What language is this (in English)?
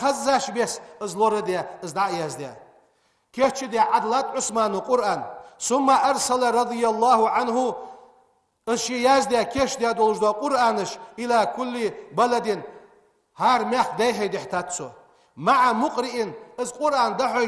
Ingush